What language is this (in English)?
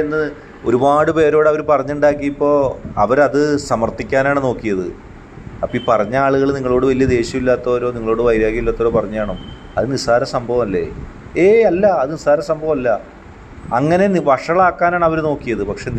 Malayalam